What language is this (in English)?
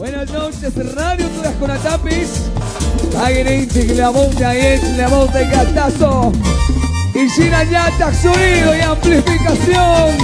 Chimborazo Highland Quichua